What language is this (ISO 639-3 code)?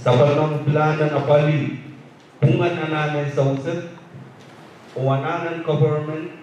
pon